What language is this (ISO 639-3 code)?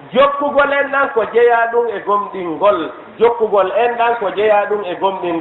ful